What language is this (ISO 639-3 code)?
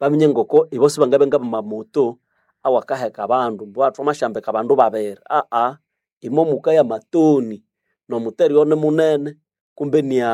nnb